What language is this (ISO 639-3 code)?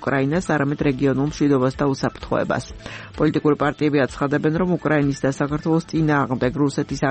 kat